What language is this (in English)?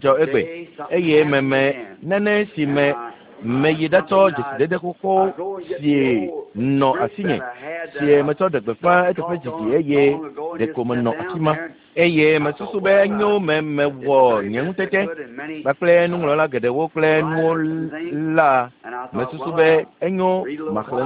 Ewe